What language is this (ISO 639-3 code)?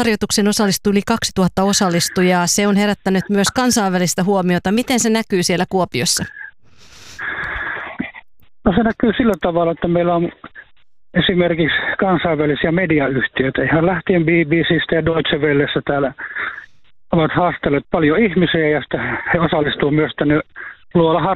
fin